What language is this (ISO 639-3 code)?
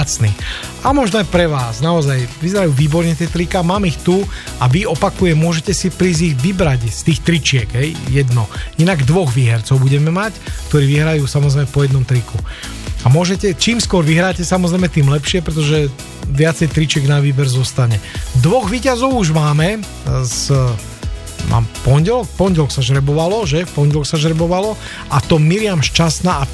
slk